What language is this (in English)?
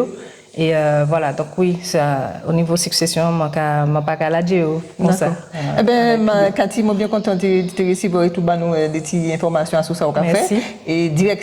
Guadeloupean Creole French